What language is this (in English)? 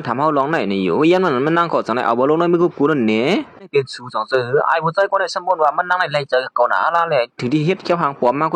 Shan